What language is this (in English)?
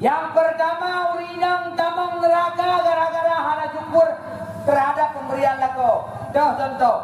Achinese